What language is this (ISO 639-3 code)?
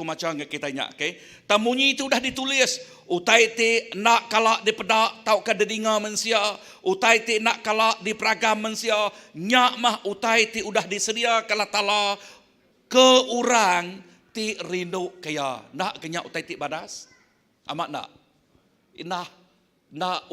iba